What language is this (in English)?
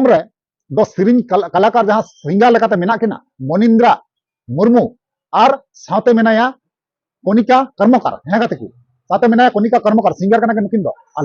Santali